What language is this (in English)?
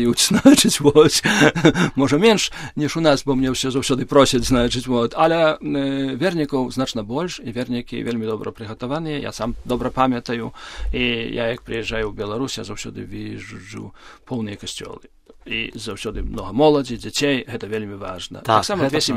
Belarusian